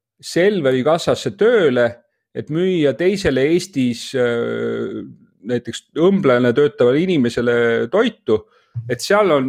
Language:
Estonian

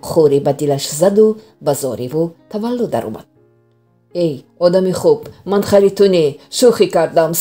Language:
Tajik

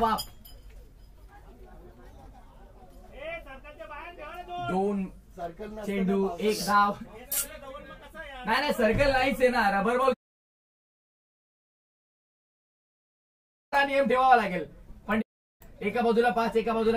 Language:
Marathi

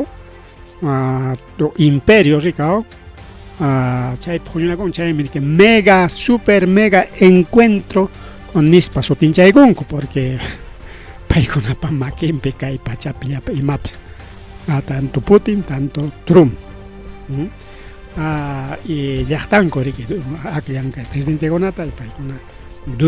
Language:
Ayacucho Quechua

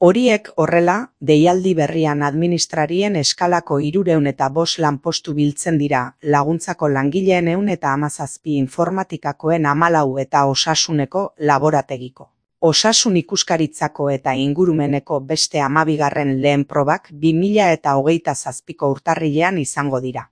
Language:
Basque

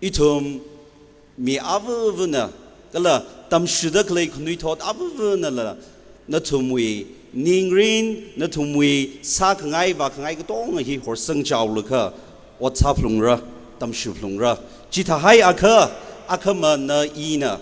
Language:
Tangkhul Naga (India)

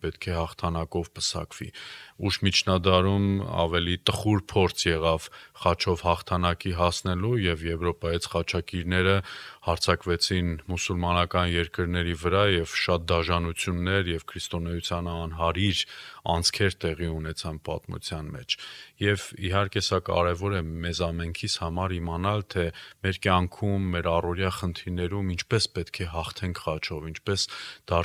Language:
Armenian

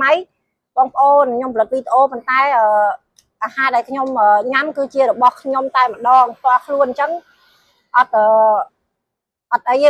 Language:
Khmer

